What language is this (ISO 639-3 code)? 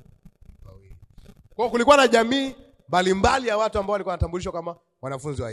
swa